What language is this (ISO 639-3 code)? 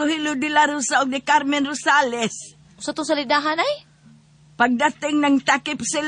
ceb